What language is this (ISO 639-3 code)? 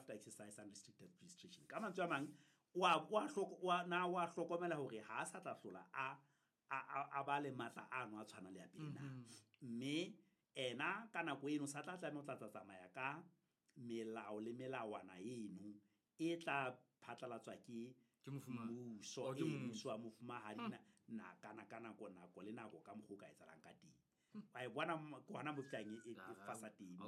sot